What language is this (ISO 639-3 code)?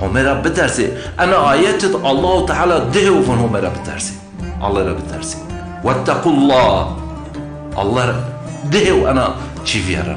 zza